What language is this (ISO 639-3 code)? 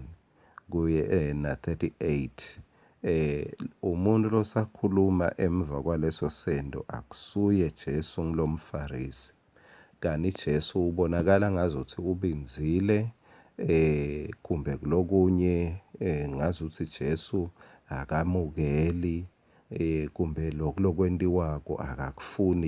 ssw